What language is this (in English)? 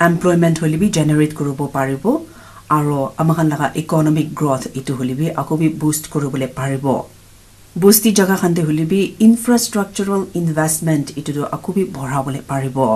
Naga Pidgin